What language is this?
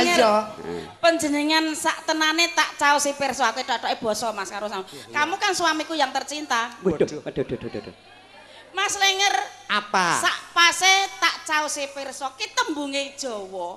Javanese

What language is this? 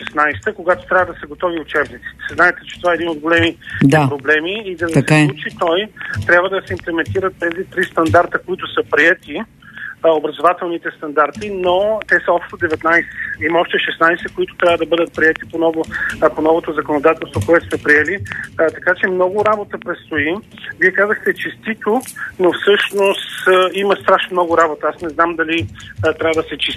Bulgarian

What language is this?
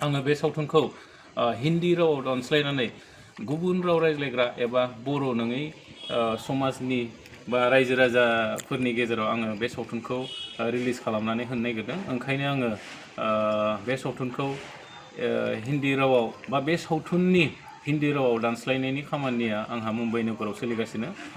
Bodo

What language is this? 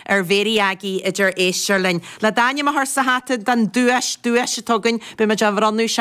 Irish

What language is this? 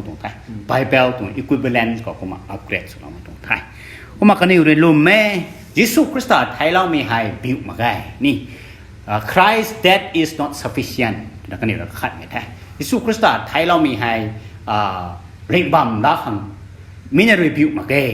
Rongmei Naga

